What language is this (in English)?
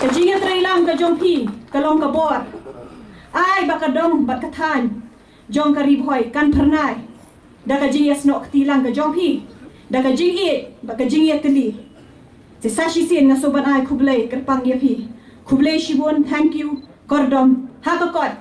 Khasi